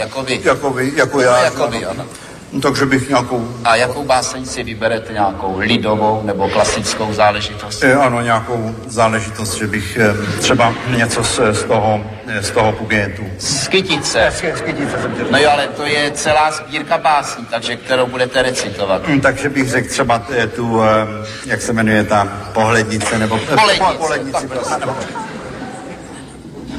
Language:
Czech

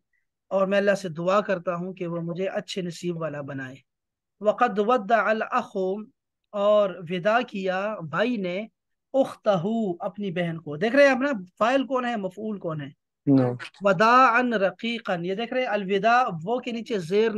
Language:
Urdu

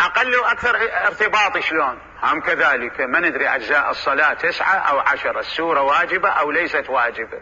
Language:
Mesopotamian Arabic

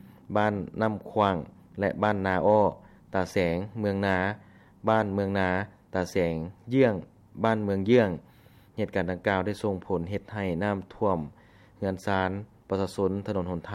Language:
Lao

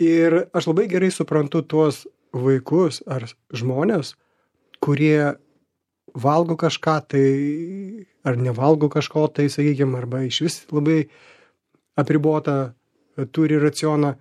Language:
Lithuanian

